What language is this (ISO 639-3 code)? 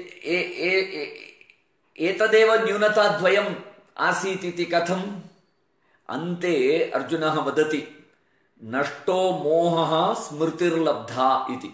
san